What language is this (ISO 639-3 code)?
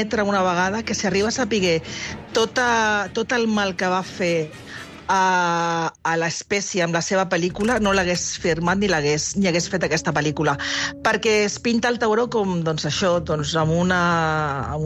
cat